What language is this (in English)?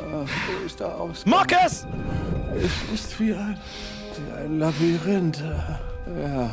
Bavarian